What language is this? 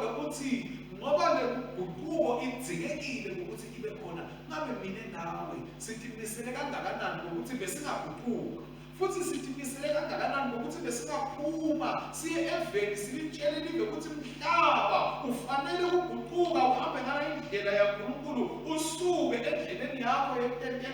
Swati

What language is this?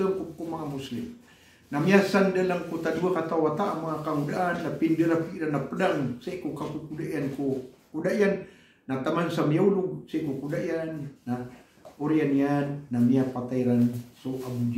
Maranao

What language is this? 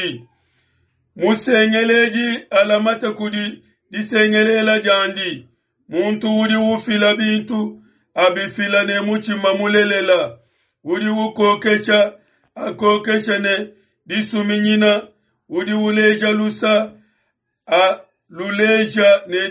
Luba-Lulua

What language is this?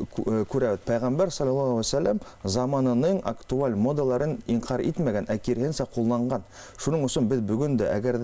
Bashkir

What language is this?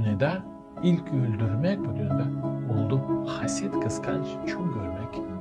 Gagauz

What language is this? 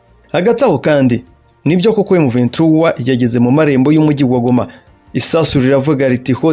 Kinyarwanda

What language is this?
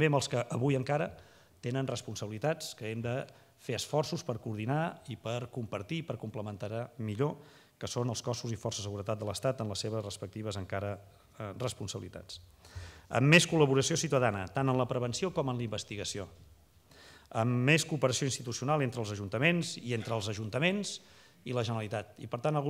Catalan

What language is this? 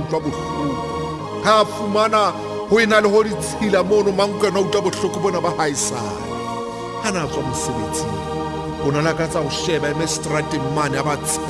Southern Sotho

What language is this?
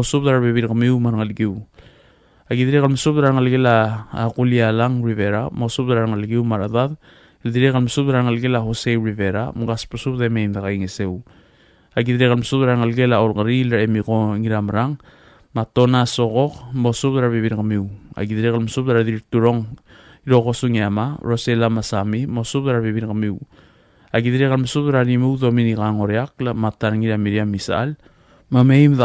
Palauan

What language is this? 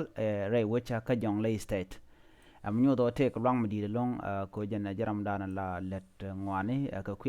Nuer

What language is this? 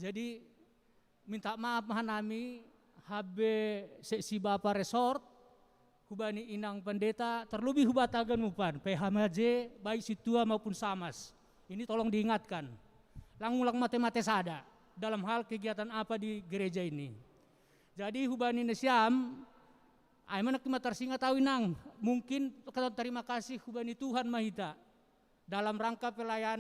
Batak Simalungun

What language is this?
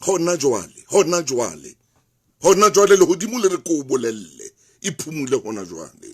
Southern Sotho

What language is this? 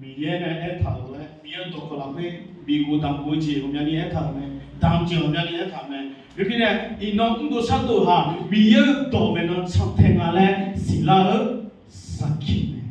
Akha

